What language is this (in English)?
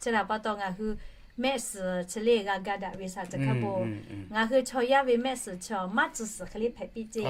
Lahu